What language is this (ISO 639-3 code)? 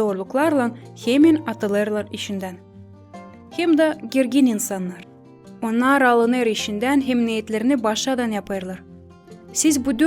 gag